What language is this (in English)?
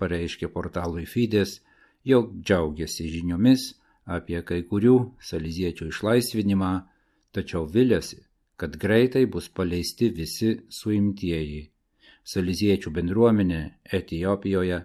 Lithuanian